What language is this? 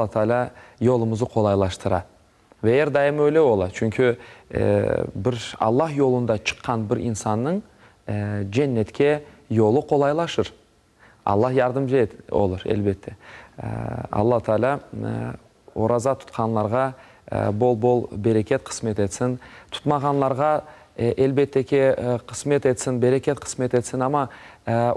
Crimean Tatar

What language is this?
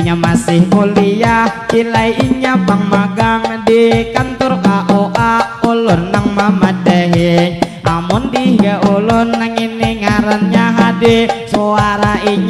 Banjar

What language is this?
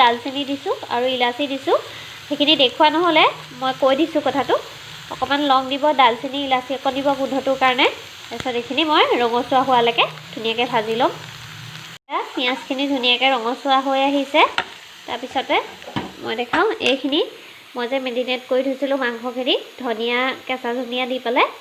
Assamese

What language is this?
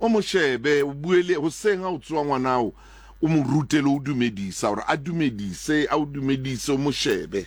Southern Sotho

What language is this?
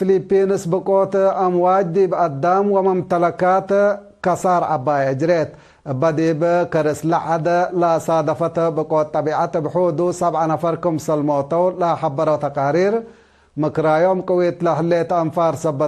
Tigre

